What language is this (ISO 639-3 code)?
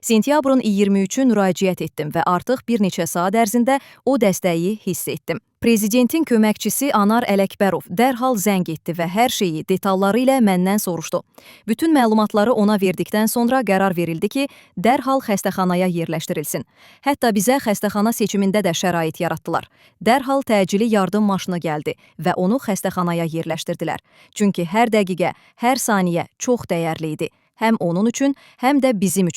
aze